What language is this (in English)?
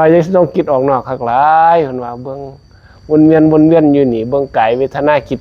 Northeastern Thai